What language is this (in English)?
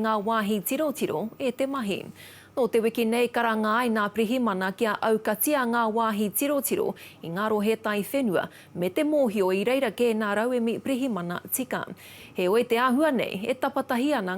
Māori